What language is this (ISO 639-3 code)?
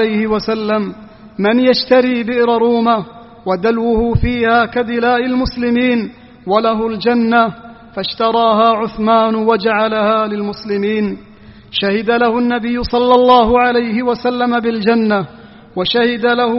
ara